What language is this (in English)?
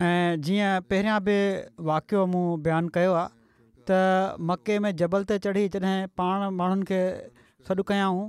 Sindhi